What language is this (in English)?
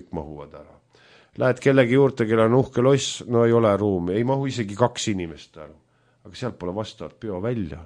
Estonian